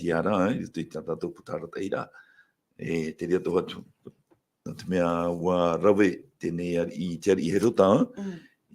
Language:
Tahitian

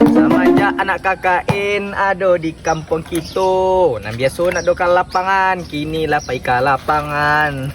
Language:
Minangkabau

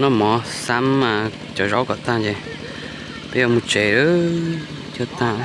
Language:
Hmong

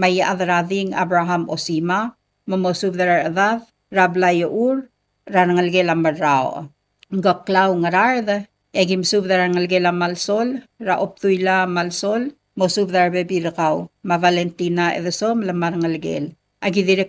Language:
Palauan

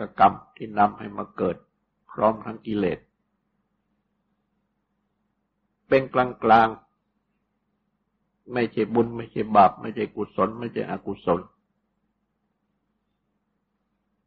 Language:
Thai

